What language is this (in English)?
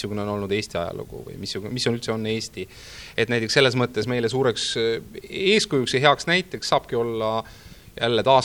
Estonian